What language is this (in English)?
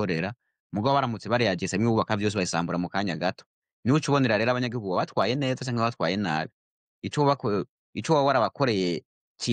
Rundi